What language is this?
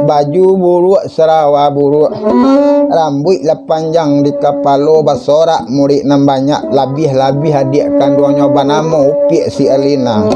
Minangkabau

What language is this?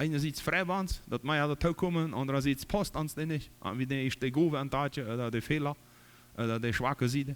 Plautdietsch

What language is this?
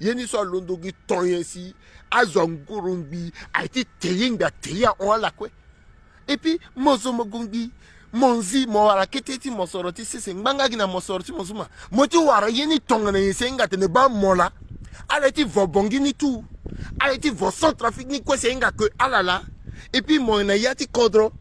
Sango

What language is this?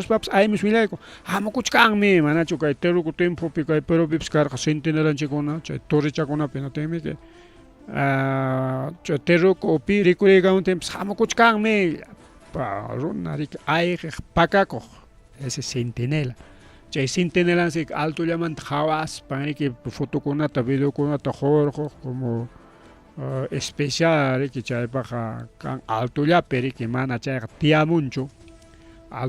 Ayacucho Quechua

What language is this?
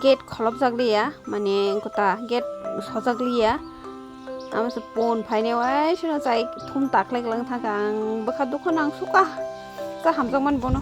Kok Borok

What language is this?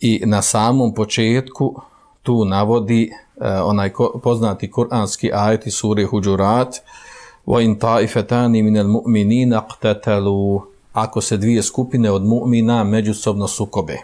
Bosnian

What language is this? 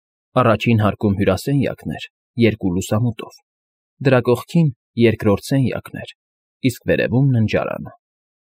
Armenian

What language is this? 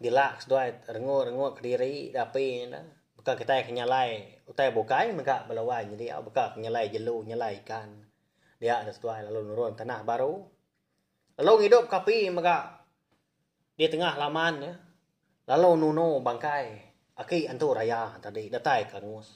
Iban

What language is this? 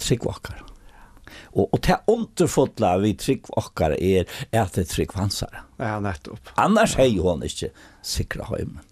Faroese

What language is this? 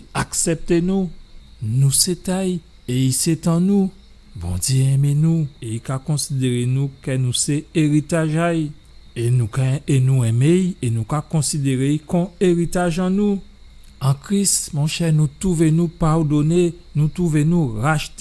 Guadeloupean Creole French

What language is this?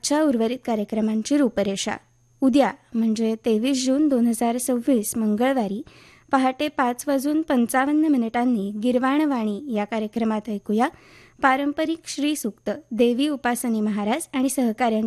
Marathi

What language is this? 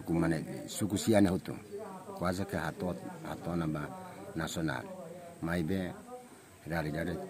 Tetum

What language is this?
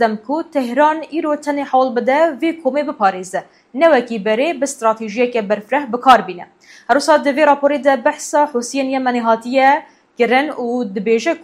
Kurdish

